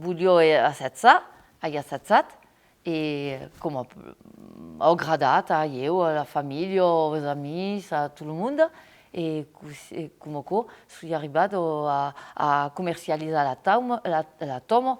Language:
Occitan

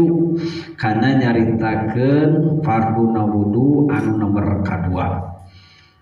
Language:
Sundanese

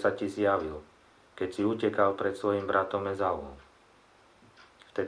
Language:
Slovak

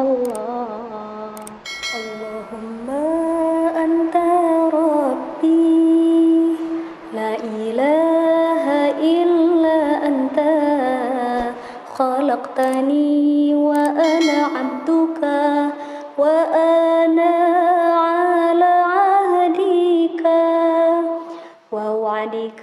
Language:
Arabic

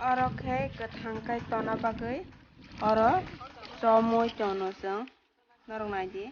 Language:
Kok Borok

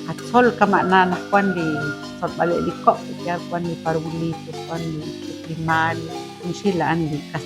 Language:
Kekchí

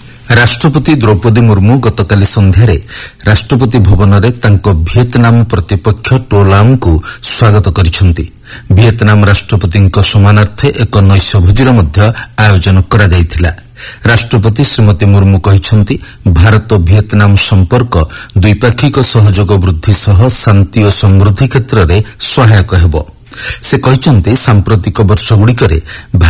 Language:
Odia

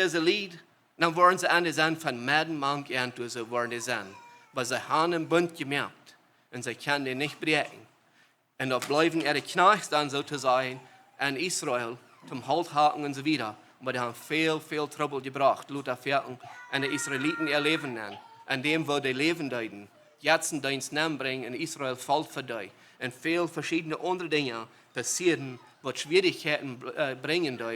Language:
Plautdietsch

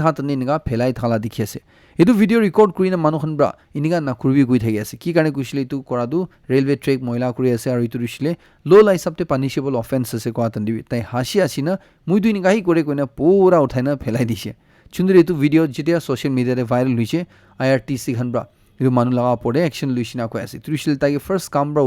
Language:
Naga Pidgin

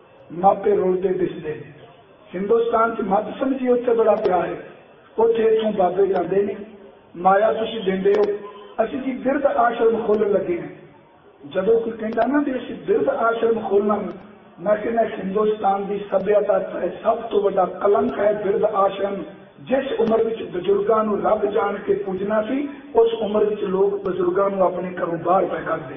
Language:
Punjabi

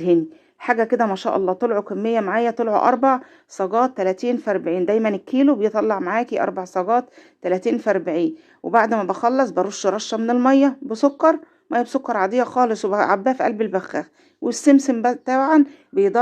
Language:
Egyptian Arabic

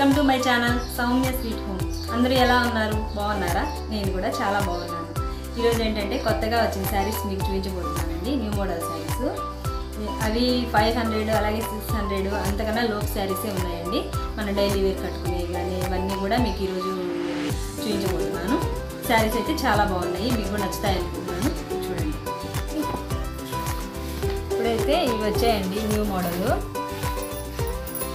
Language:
Telugu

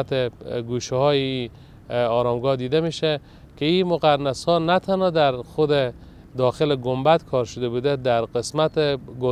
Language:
Persian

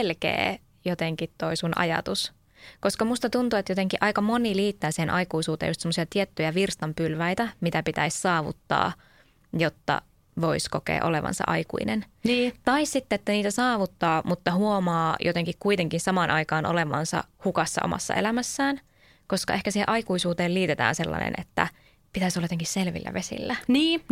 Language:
Finnish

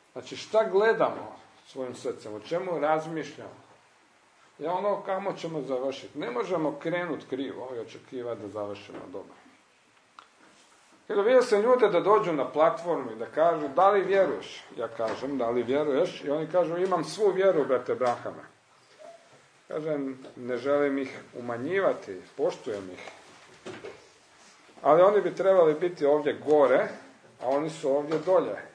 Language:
Croatian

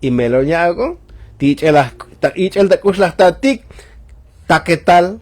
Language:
Tzotzil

